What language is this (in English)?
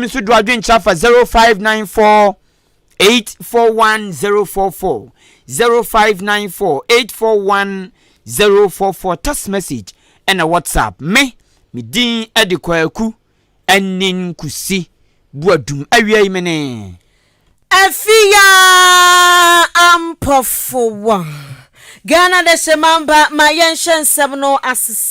Akan